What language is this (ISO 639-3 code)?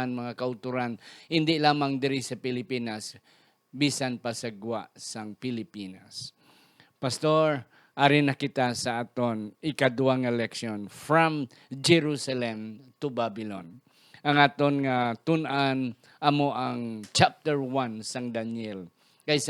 hil